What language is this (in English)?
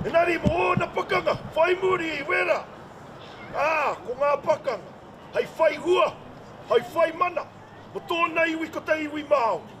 Māori